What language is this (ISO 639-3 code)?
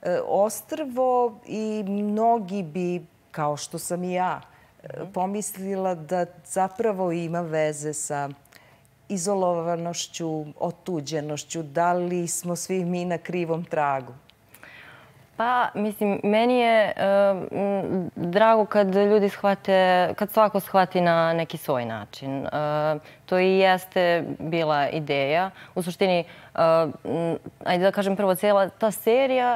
srp